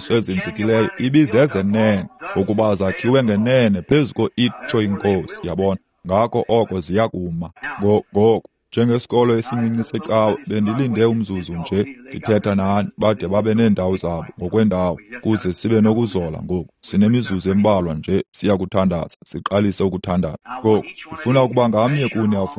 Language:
Xhosa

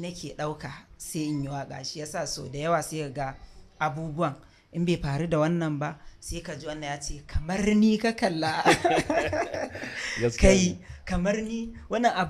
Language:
Hausa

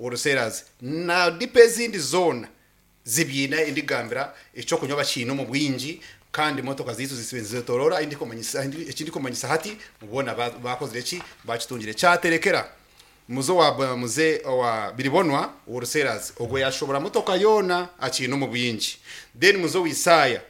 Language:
Nyankole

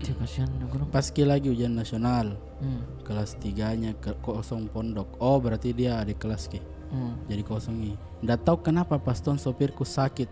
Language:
Makassar Malay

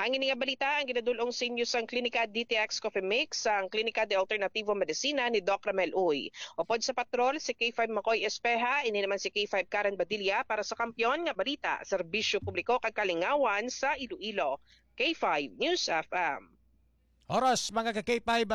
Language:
Hiligaynon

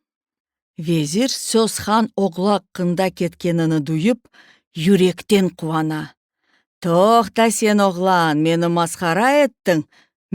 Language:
Crimean Tatar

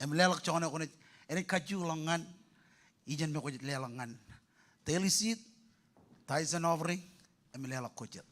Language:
Marshallese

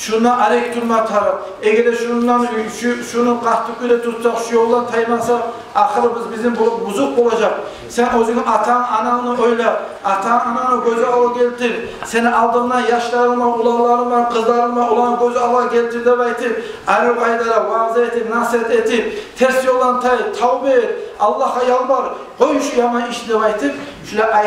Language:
Kumyk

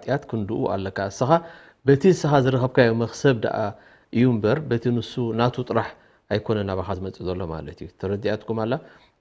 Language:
Tigrinya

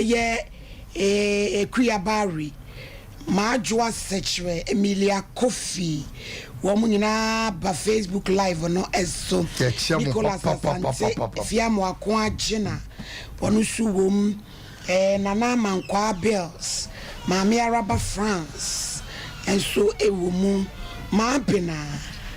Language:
Akan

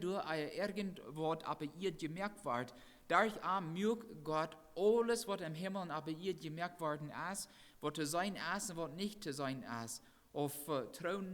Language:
Plautdietsch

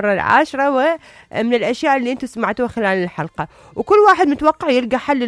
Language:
Mesopotamian Arabic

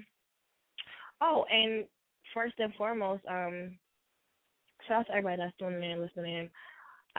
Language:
English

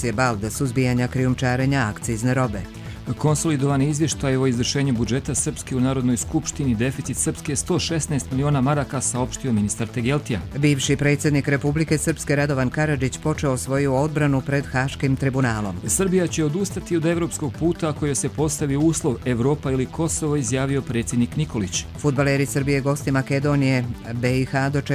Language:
Croatian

